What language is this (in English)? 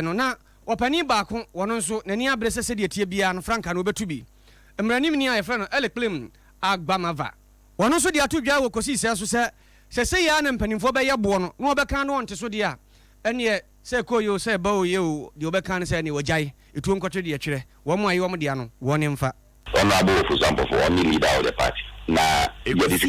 Akan